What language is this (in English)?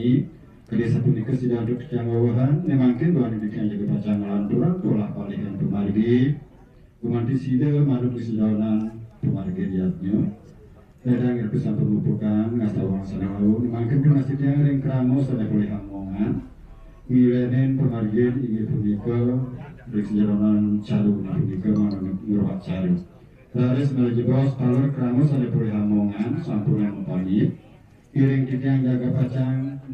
Balinese